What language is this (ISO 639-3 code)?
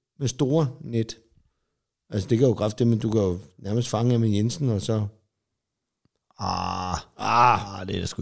dan